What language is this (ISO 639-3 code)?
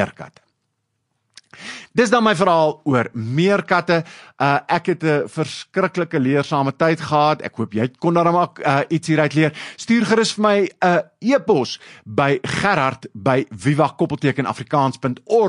afr